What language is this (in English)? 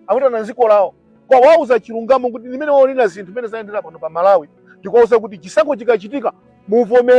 Nyanja